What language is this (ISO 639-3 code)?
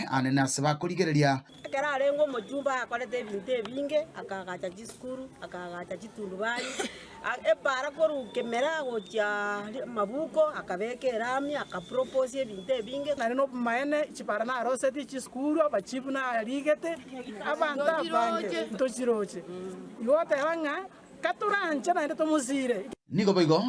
guz